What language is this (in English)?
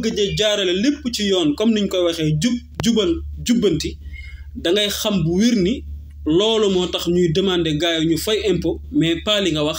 Wolof